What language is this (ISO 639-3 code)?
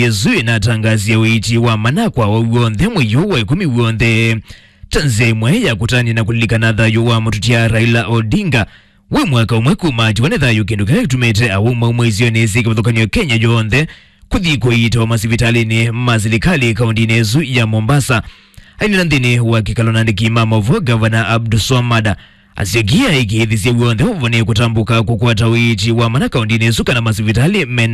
kam